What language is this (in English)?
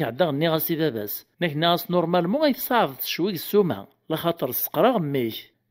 Kabyle